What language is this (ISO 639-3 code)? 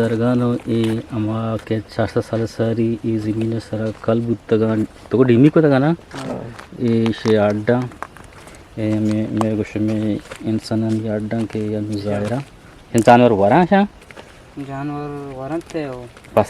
bgp